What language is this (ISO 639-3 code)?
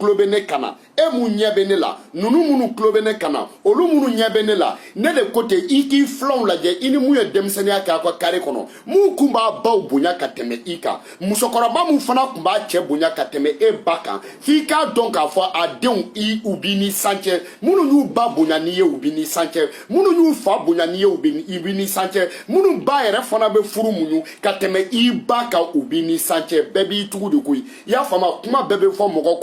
bam